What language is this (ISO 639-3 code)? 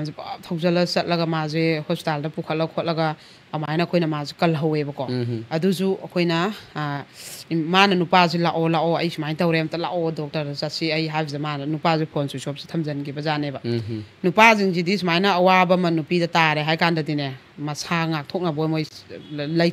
mni